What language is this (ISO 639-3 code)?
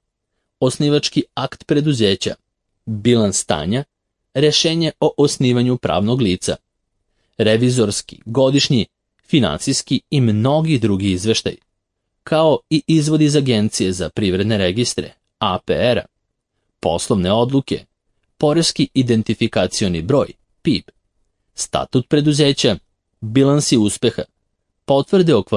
srp